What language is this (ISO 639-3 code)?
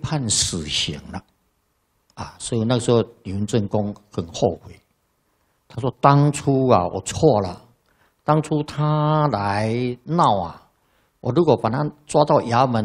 zho